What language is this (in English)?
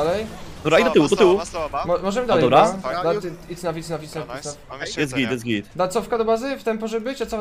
Polish